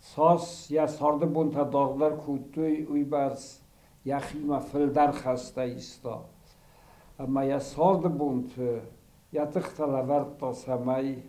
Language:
Ossetic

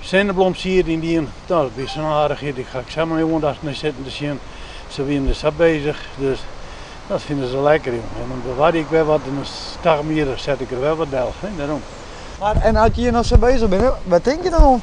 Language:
Western Frisian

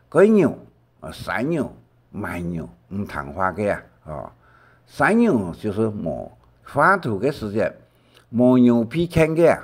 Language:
Hakka Chinese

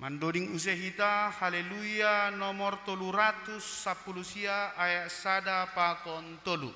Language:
Batak Simalungun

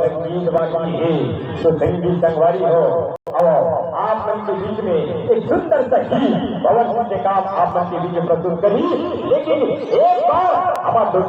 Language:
Chhattisgarhi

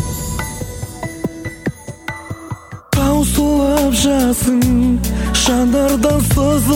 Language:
Kazakh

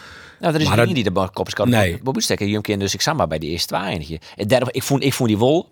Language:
Western Frisian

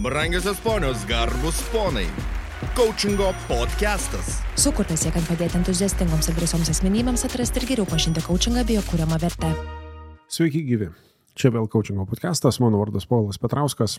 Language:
Lithuanian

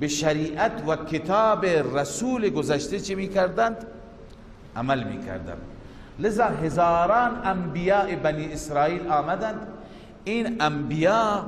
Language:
Persian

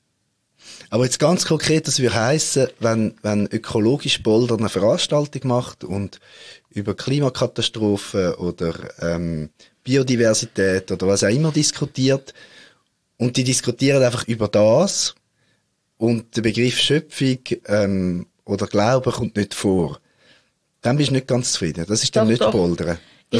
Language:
German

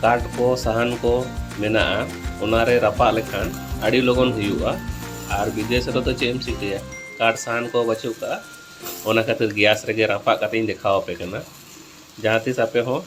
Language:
Santali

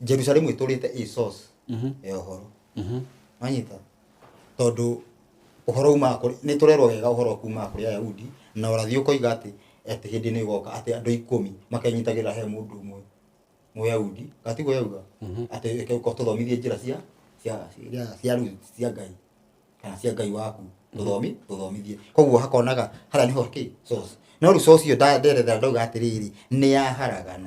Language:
Kikuyu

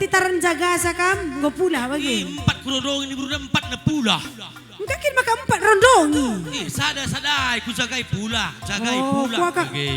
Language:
Batak Karo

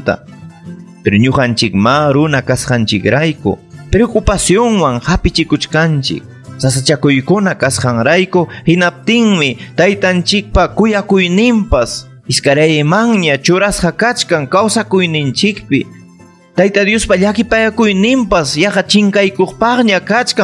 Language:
Ayacucho Quechua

